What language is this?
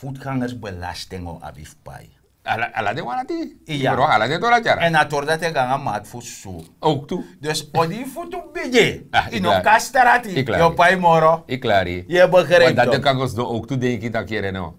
Sranan Tongo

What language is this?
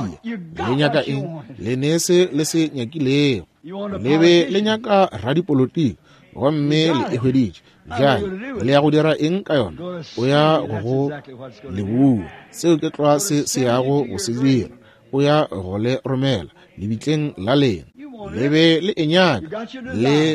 Northern Sotho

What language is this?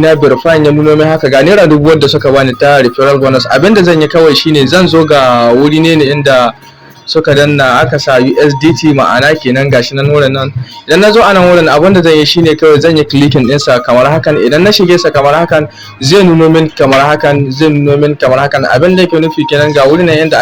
Hausa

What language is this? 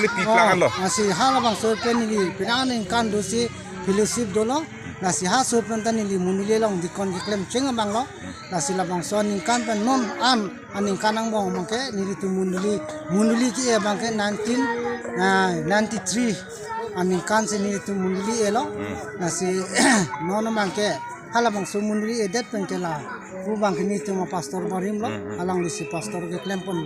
Karbi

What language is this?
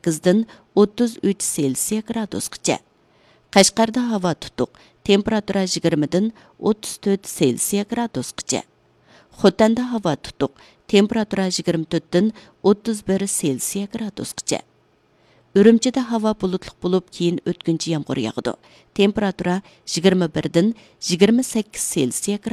Uyghur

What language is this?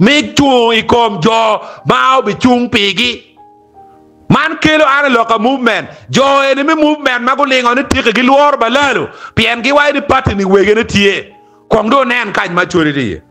Acoli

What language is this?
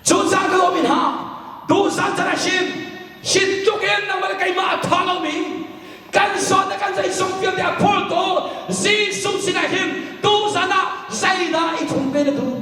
Hakha Chin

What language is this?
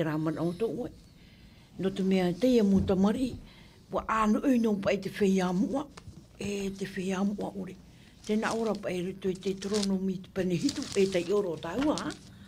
Tahitian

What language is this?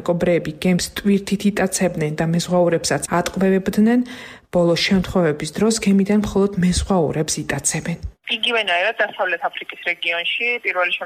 Georgian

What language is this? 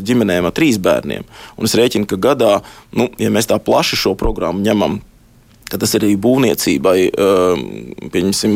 Latvian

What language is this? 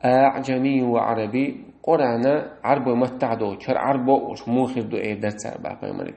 Chechen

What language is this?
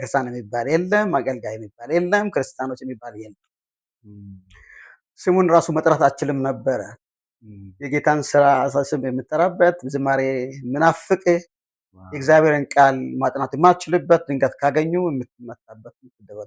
Amharic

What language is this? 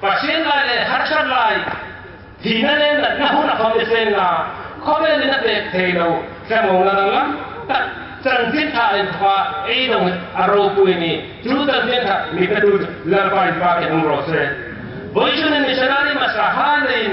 Hmar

